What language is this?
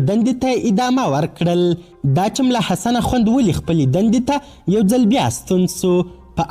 Pashto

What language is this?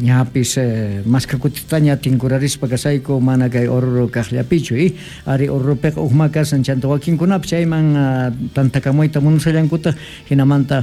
Quechua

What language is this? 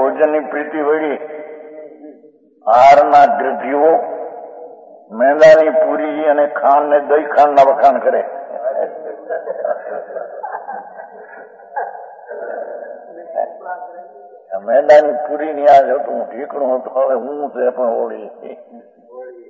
Gujarati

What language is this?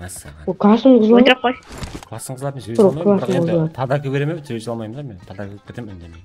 Kara-Kalpak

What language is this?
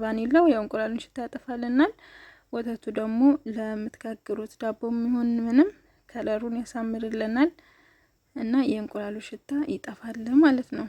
Amharic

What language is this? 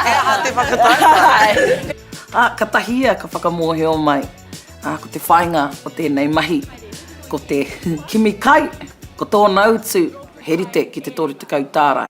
Māori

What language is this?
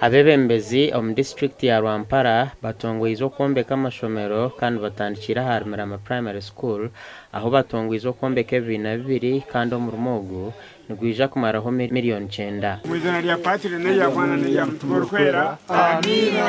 Nyankole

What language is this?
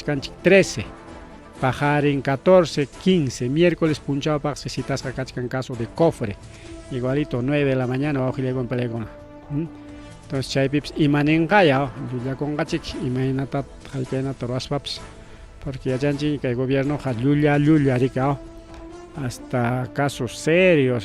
Ayacucho Quechua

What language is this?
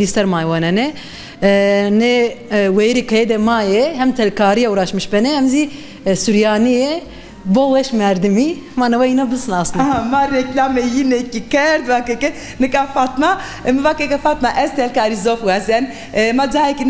Zaza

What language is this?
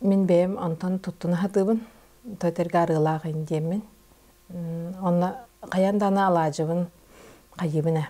Yakut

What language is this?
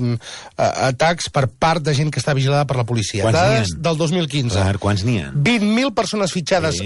Catalan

